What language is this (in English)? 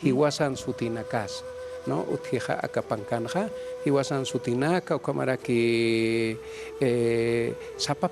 Aymara